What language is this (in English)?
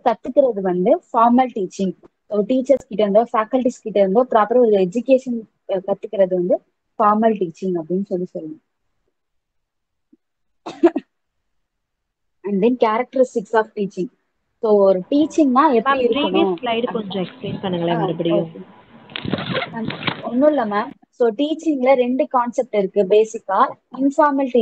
Tamil